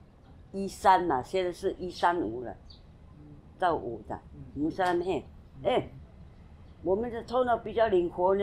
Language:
Taroko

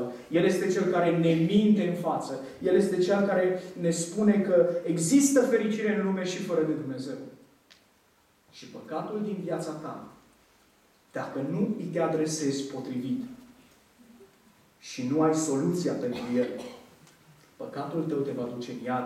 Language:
Romanian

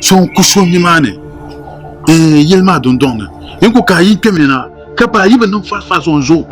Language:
Dagbani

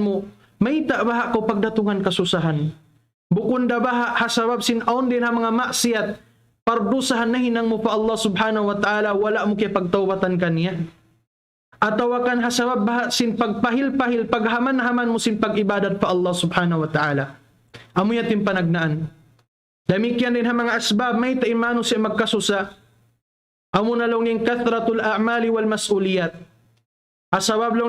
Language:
Tausug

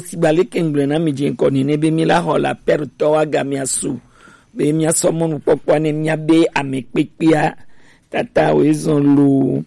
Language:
Gen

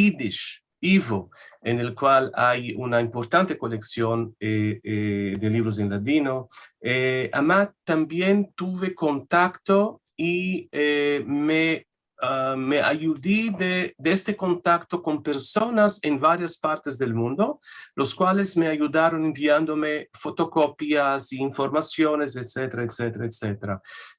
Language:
Ladino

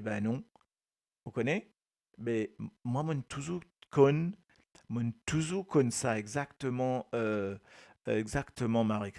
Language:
Morisyen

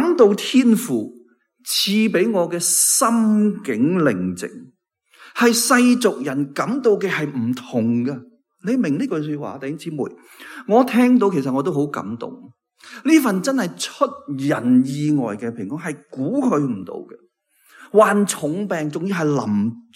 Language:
Cantonese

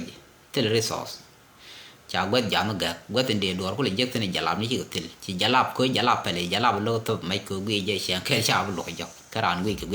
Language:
Nuer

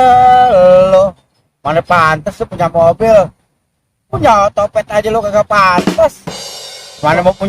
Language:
Betawi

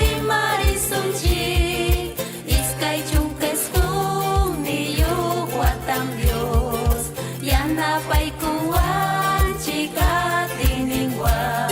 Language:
Ayacucho Quechua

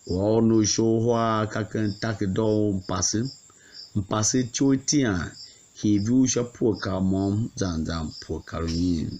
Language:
Tiv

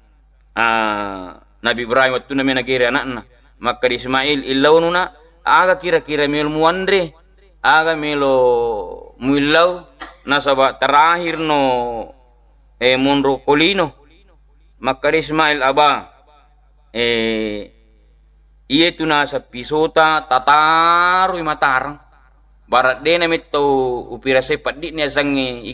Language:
Buginese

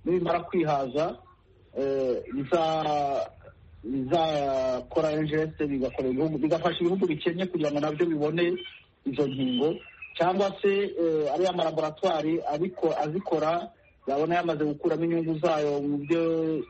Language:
Kinyarwanda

